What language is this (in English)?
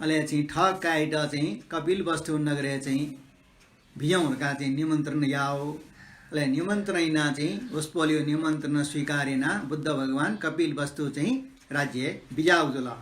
Newari